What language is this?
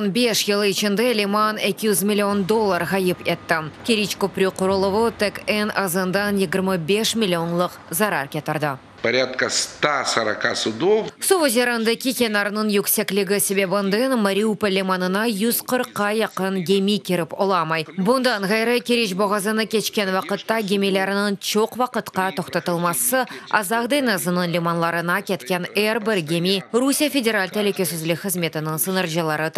Crimean Tatar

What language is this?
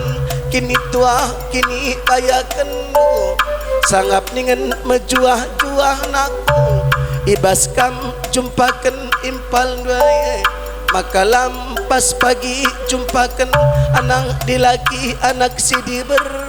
Batak Karo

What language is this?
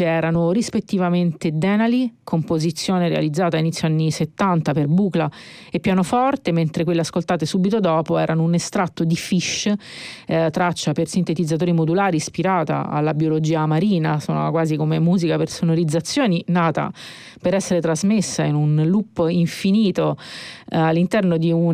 Italian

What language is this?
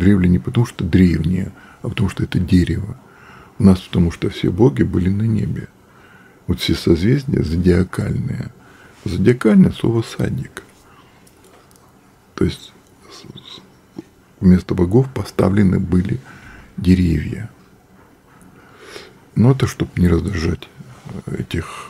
Russian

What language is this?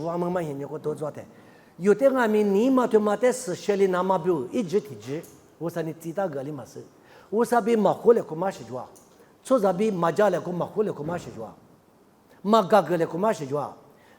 Lisu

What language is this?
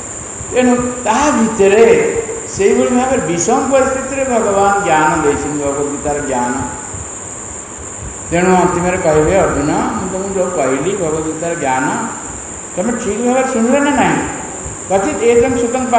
Odia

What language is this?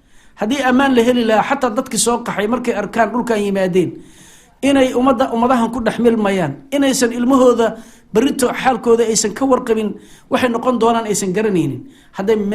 Somali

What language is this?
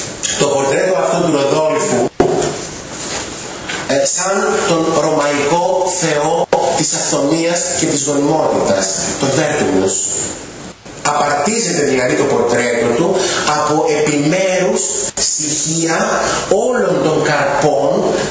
Greek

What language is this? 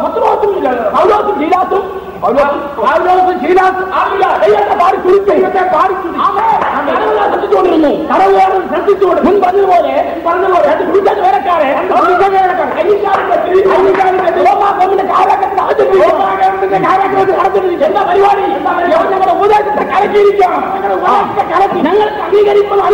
Malayalam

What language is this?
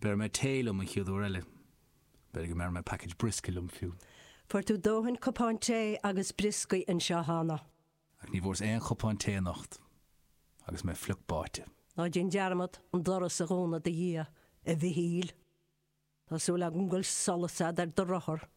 Irish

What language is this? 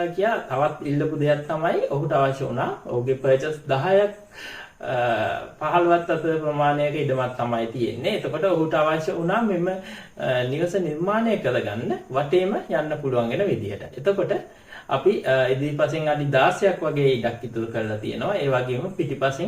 Sinhala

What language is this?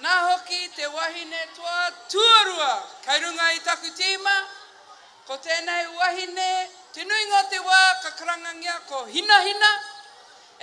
Māori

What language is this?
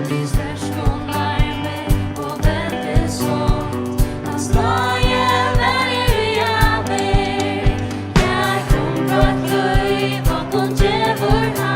Faroese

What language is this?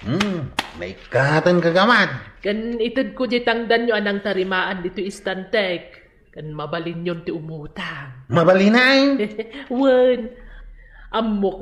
Iloko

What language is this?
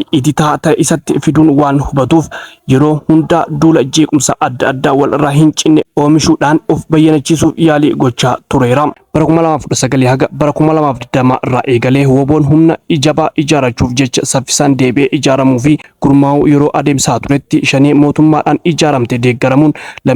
Oromo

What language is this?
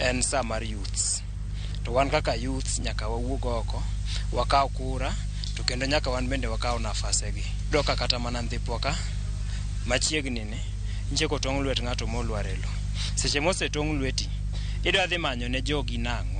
Luo (Kenya and Tanzania)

